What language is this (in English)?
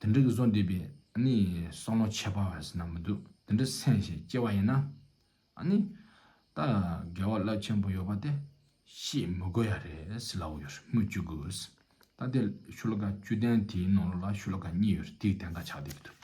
Tibetan